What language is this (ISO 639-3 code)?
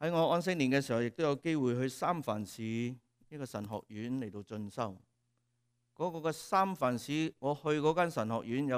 yue